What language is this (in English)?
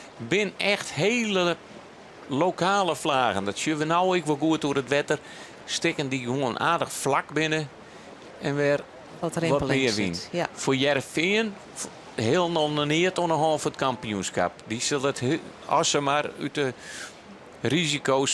Western Frisian